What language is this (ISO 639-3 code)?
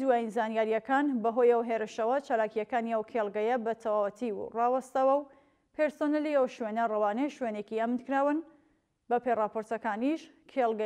ckb